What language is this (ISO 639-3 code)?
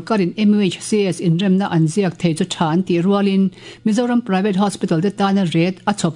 lus